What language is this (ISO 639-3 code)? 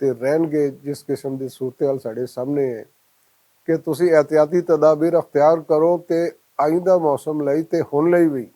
lah